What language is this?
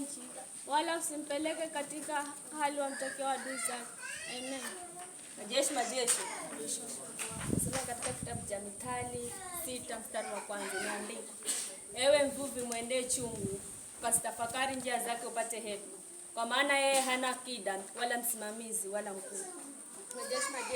Swahili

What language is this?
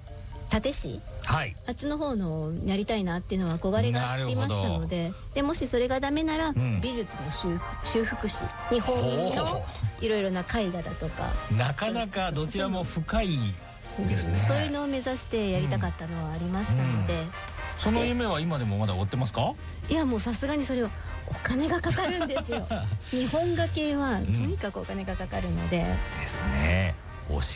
Japanese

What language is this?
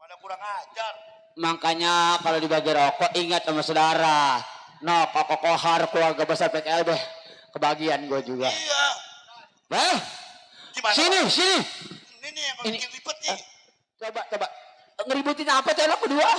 Betawi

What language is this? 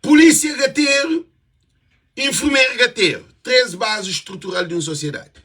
Kabuverdianu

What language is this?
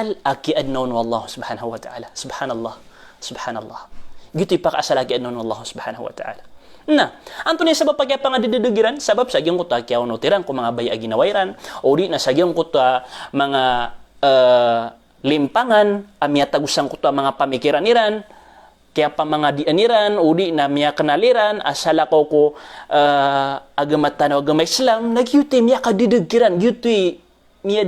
Maranao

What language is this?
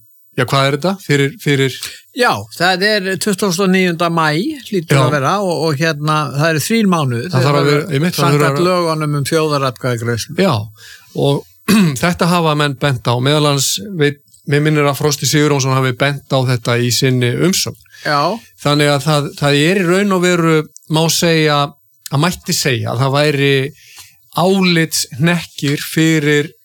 Icelandic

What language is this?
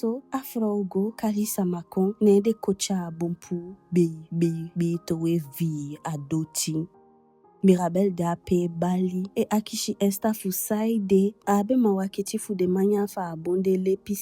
Eastern Maroon Creole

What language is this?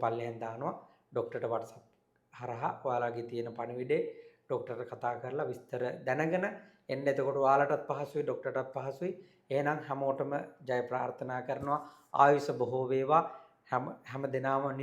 Sinhala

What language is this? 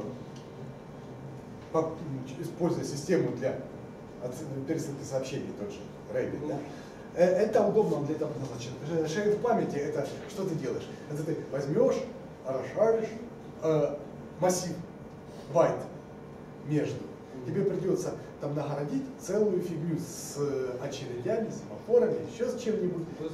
Russian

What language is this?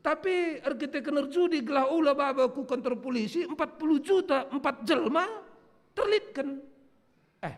Batak Karo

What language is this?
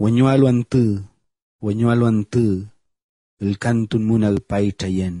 Mapuche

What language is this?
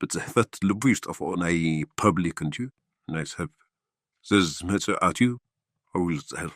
Tigrinya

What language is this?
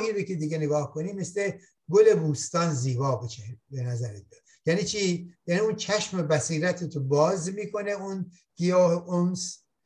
Persian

